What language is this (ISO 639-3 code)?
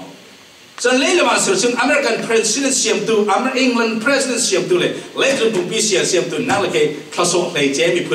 cfm